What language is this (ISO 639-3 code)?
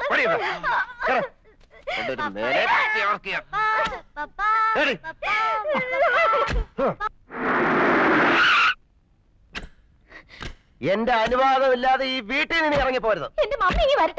mal